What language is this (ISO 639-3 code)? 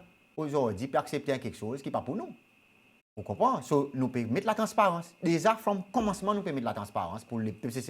crs